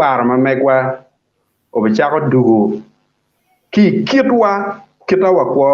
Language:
Acoli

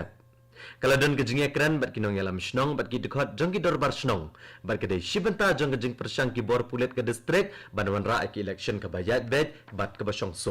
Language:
Khasi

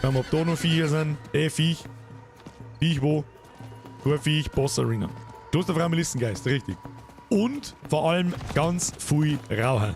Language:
Bavarian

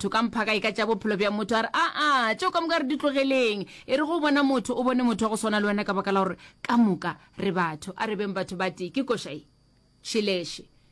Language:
Northern Sotho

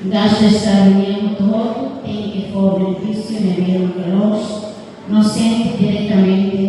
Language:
Tetum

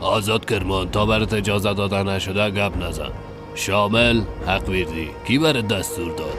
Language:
Persian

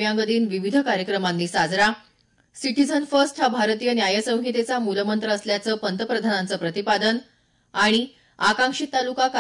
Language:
Marathi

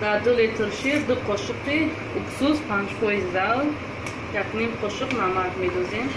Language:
Tajik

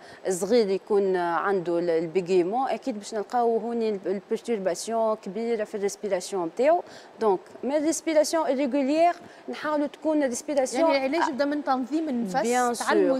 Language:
Tunisian Arabic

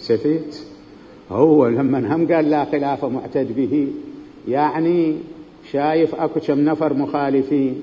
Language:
Mesopotamian Arabic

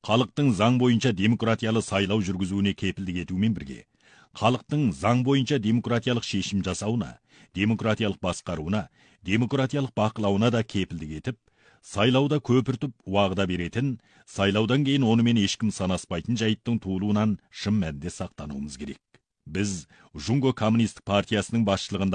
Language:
Kazakh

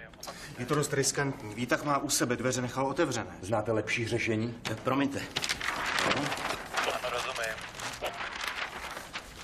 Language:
Czech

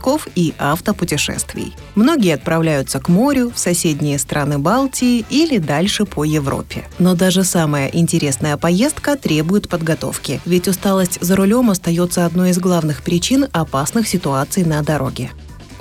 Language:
Russian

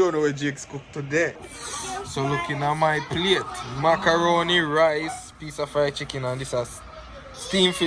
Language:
Jamaican Creole English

